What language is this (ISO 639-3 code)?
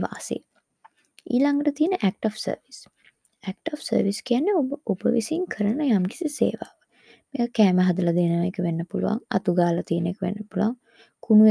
sin